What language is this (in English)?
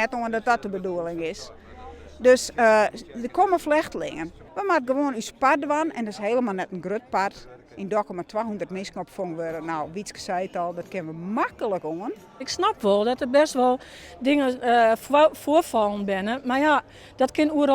Western Frisian